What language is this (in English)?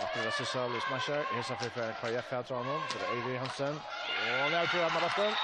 Faroese